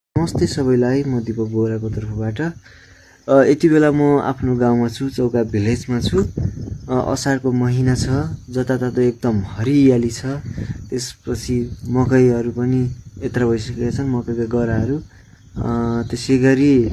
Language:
Nepali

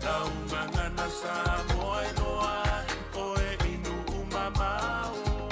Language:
Samoan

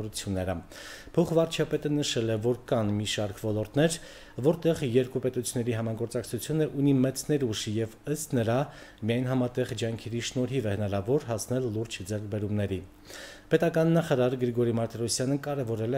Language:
Armenian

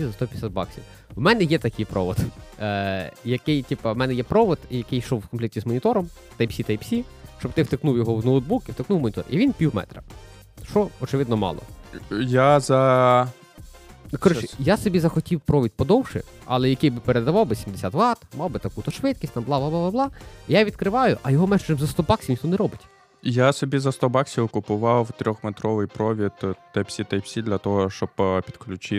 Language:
Ukrainian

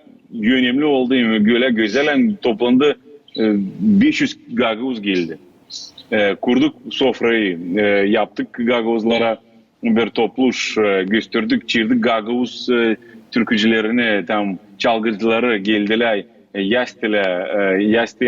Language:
Gagauz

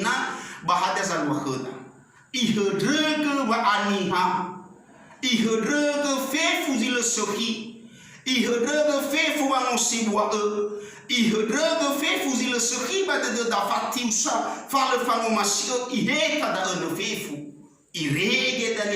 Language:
Nias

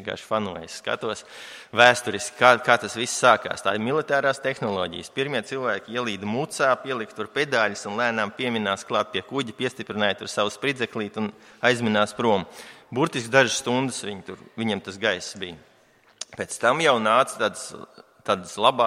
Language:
Latvian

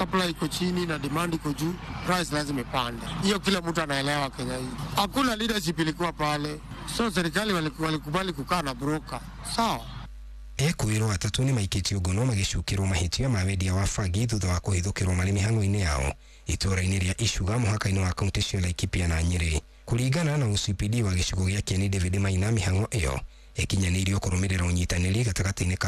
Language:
Kikuyu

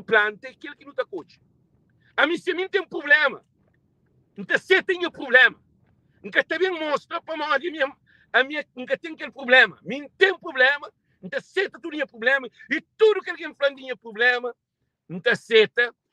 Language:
Kabuverdianu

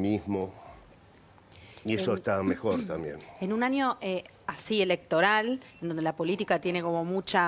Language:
Spanish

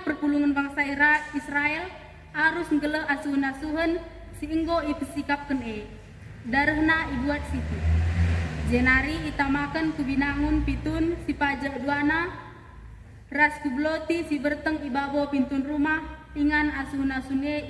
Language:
Batak Karo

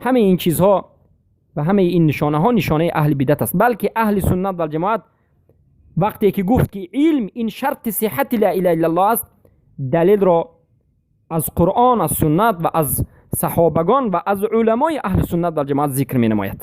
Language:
Persian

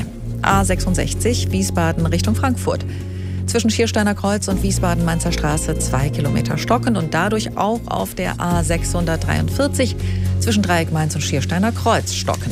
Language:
German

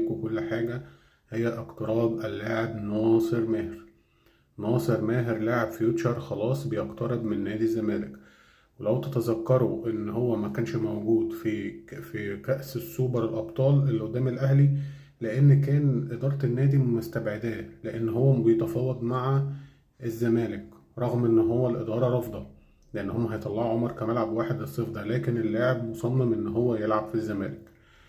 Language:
Egyptian Arabic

